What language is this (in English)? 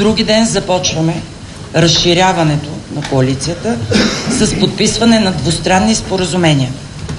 Bulgarian